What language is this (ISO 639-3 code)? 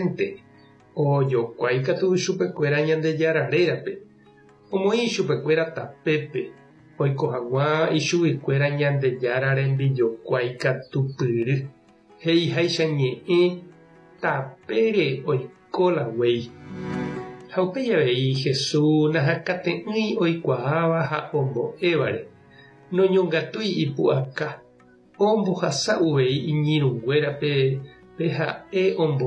grn